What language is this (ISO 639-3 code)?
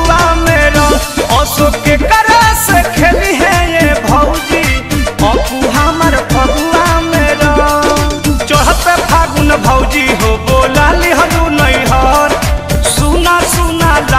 bho